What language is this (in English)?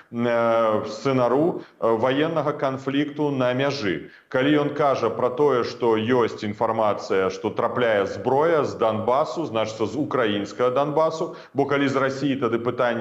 Belarusian